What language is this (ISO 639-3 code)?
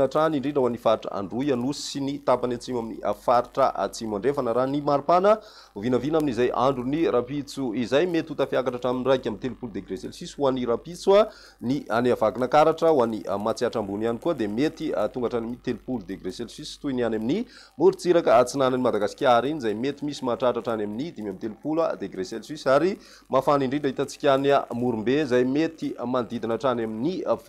mlg